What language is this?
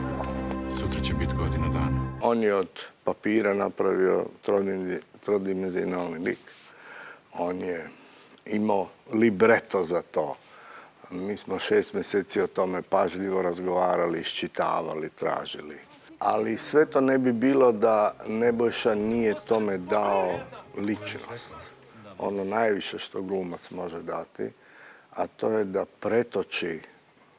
Serbian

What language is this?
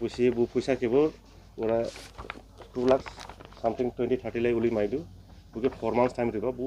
Dimasa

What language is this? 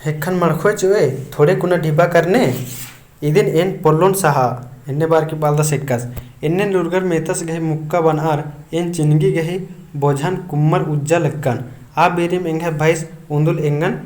Kurukh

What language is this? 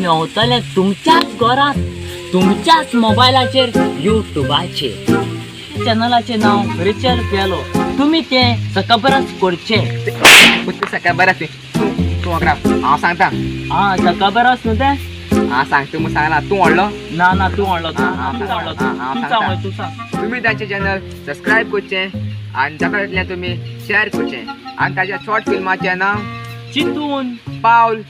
Konkani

